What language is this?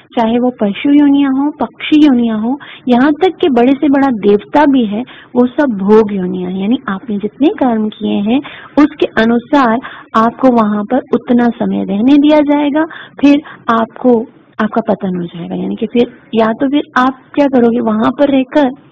Hindi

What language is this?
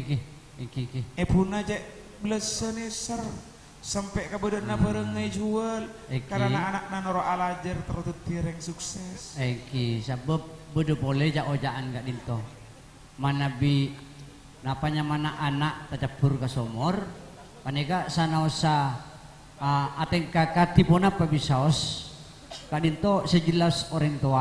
Madurese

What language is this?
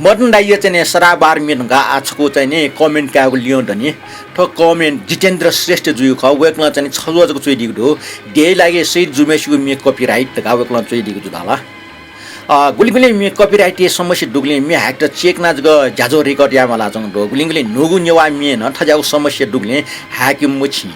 Newari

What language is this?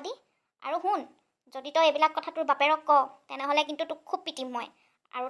Assamese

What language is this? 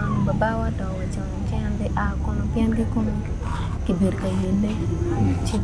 Acoli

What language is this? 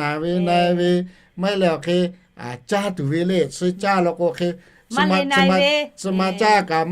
Lahu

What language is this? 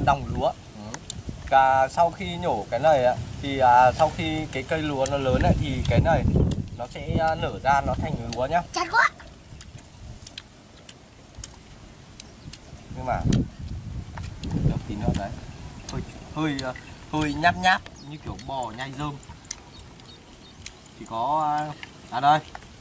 Vietnamese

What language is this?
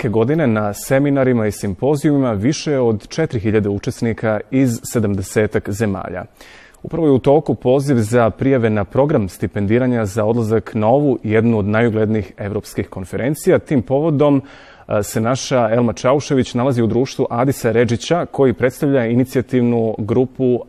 Bosnian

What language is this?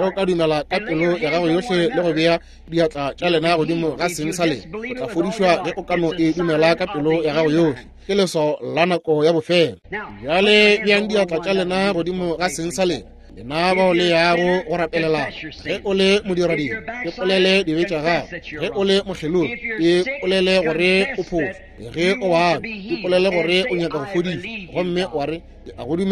Northern Sotho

